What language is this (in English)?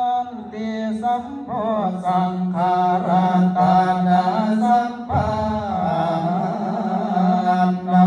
Pali